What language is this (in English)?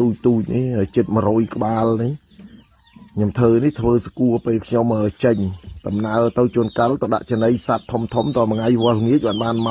Khmer